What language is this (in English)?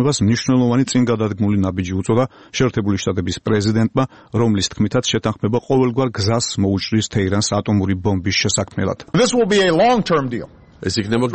Georgian